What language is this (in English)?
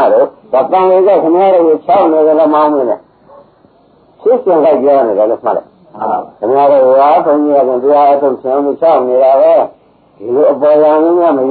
Burmese